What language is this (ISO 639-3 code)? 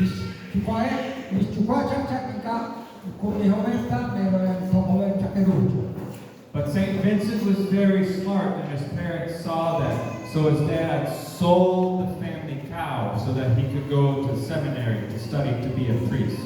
kek